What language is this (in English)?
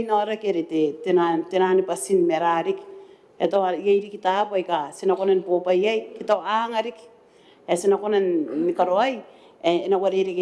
Gilbertese